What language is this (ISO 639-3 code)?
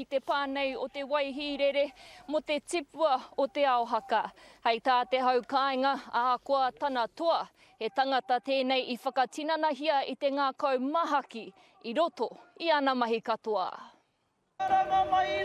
mri